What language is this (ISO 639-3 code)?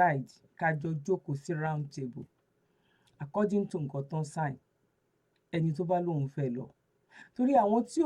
yor